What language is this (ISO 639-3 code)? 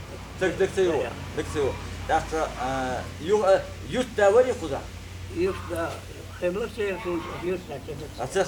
che